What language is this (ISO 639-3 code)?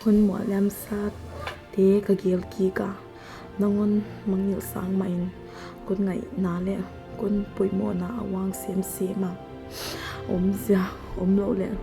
pck